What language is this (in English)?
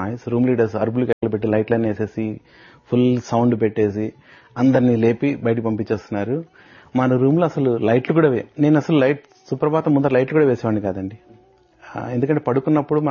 Telugu